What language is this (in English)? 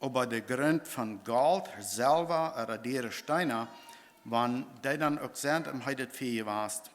Plautdietsch